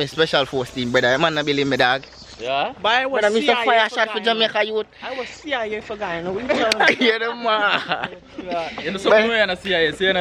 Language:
Jamaican Creole English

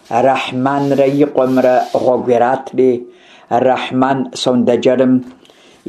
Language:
Kabardian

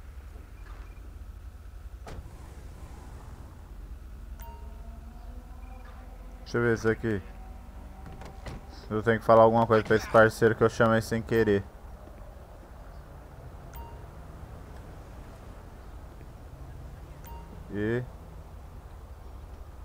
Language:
Portuguese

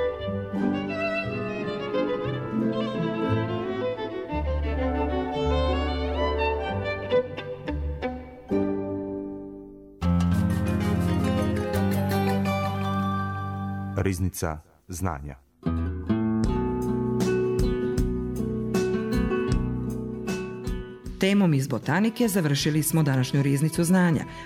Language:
Serbian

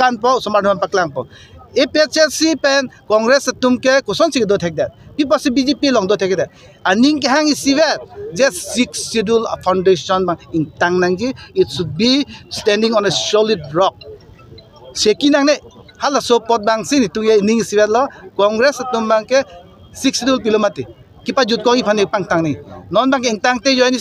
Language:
Karbi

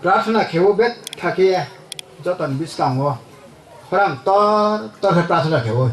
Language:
Riang (India)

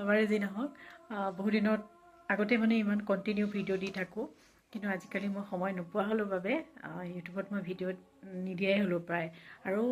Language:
Assamese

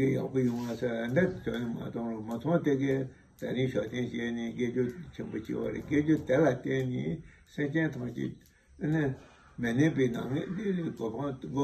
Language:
Tibetan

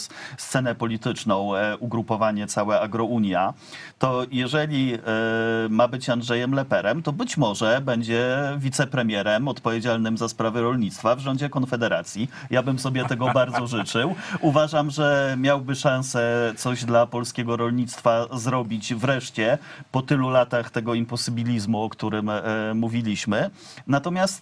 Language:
Polish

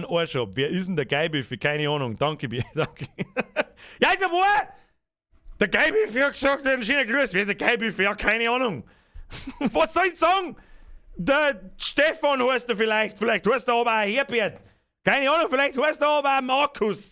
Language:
Bavarian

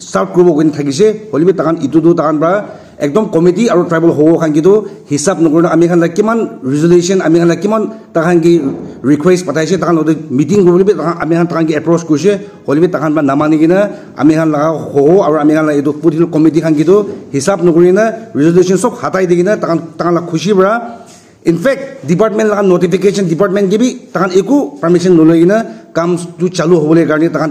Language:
Naga Pidgin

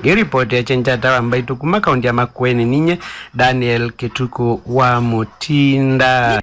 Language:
Kamba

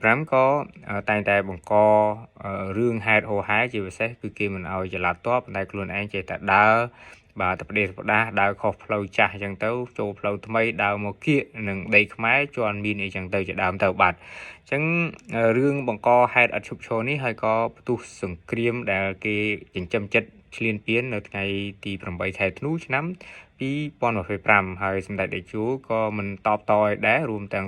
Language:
Khmer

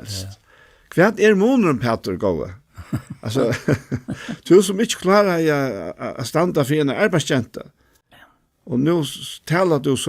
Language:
Faroese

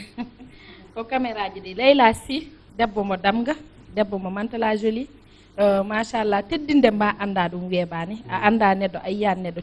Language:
Fula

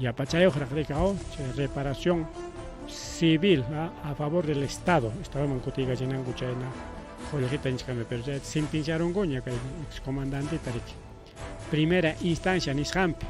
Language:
Ayacucho Quechua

